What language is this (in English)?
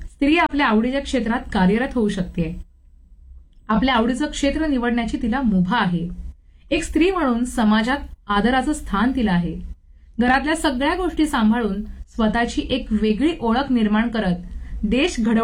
Marathi